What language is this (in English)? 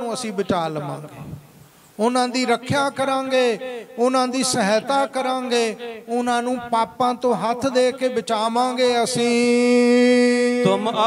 Punjabi